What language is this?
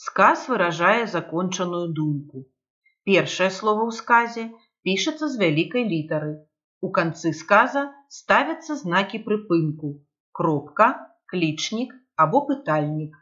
Belarusian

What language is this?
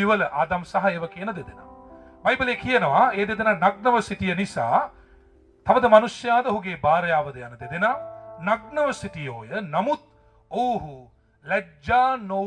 Sinhala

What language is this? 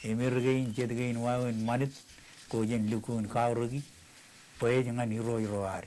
Marshallese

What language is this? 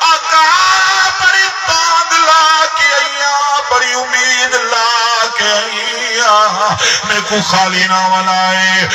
Saraiki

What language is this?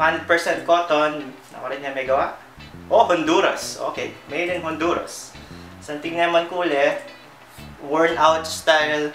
Pampanga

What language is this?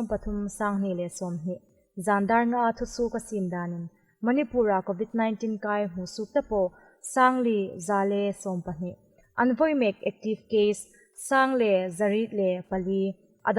Hmar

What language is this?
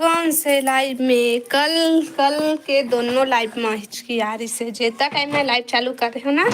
Chhattisgarhi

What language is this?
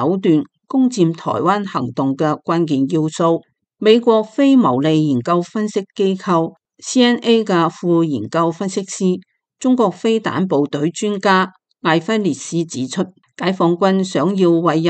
Cantonese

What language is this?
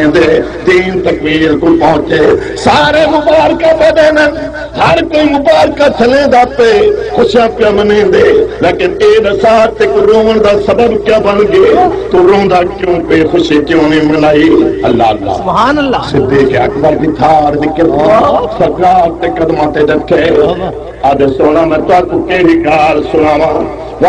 Saraiki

